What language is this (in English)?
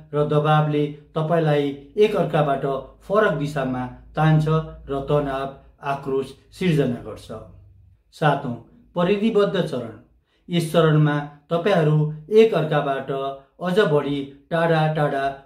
Nepali